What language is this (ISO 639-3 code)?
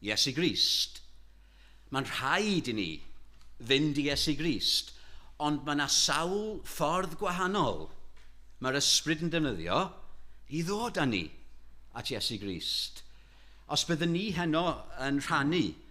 cym